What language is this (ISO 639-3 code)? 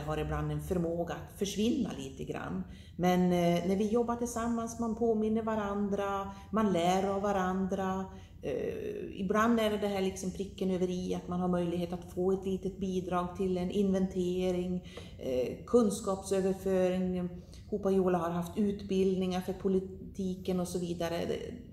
swe